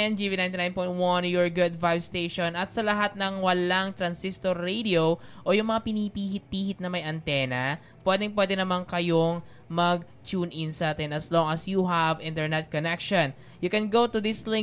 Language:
Filipino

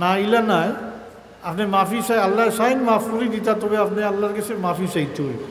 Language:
Sylheti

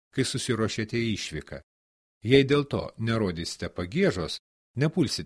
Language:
Lithuanian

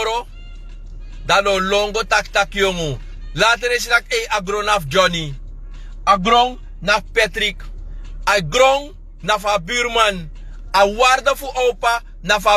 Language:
Sranan Tongo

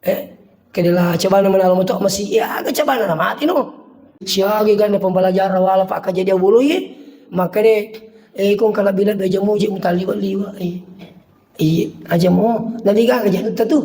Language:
Buginese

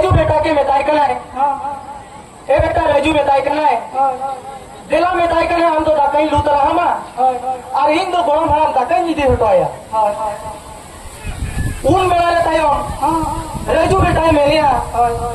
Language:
Santali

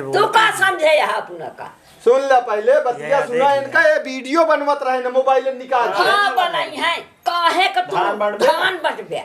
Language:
Awadhi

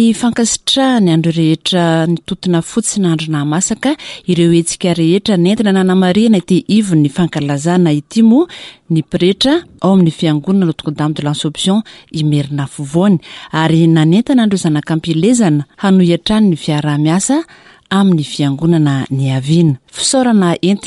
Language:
Malagasy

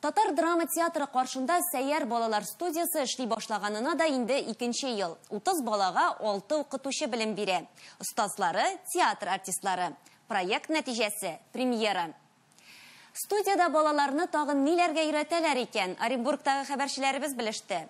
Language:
Tatar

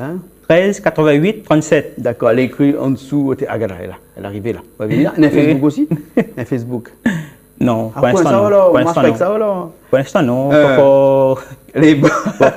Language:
Réunion Creole French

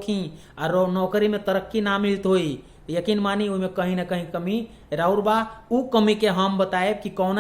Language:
Bhojpuri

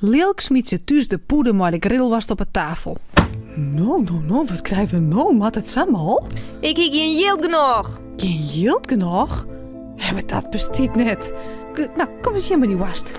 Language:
Western Frisian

